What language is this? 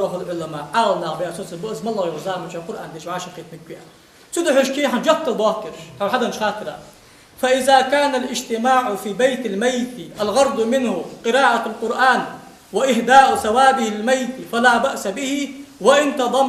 Ingush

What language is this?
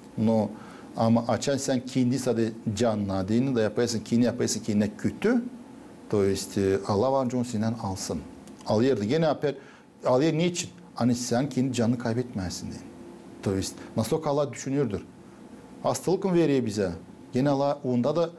Gagauz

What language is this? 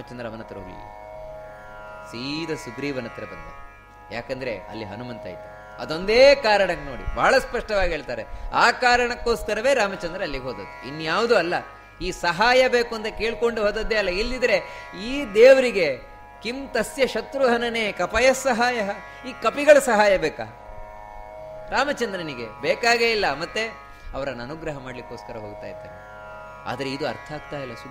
Kannada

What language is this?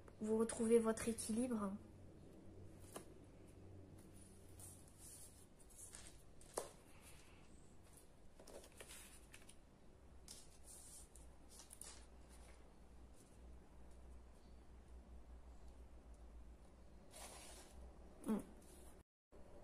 French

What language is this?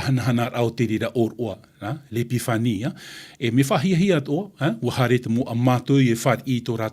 Tahitian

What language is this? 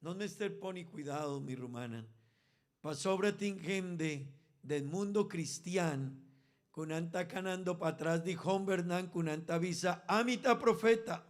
Papiamento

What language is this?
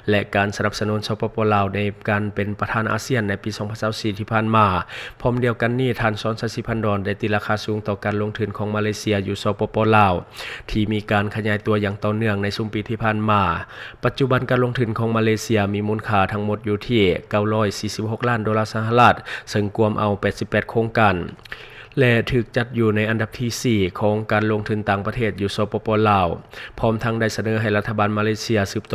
Lao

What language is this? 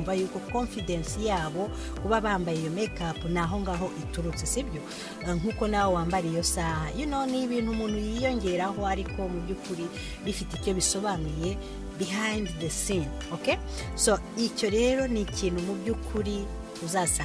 Kinyarwanda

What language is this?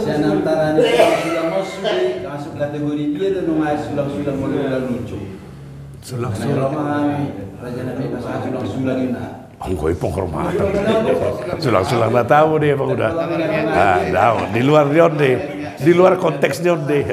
Batak Toba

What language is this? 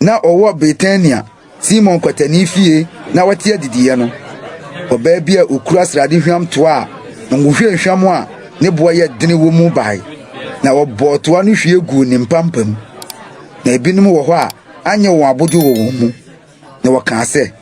Akan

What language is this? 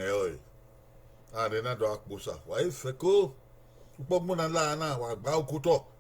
Bini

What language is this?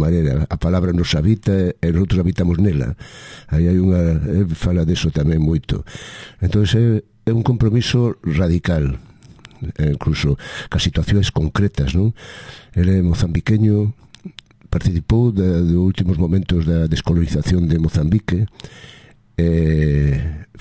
Galician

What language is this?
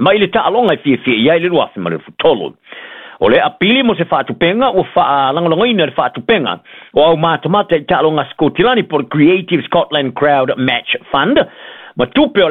Samoan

